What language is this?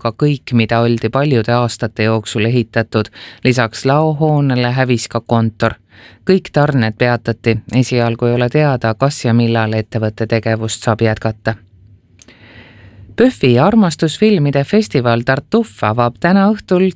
Estonian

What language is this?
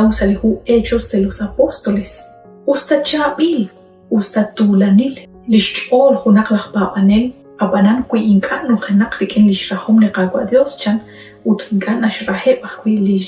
Kekchí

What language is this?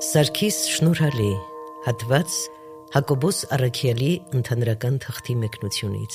Armenian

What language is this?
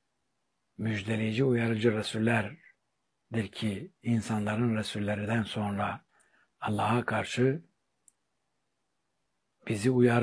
Turkish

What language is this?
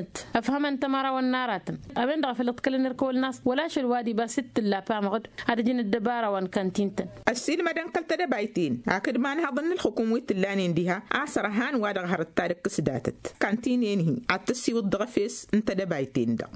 Tamasheq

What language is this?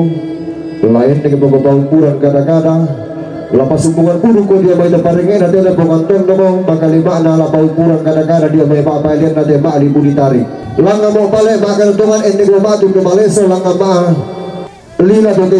Toraja-Sa'dan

